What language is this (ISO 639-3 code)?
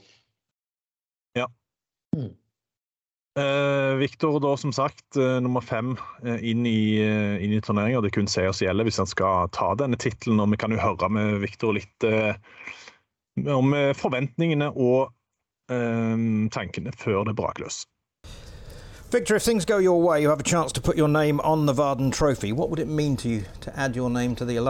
nor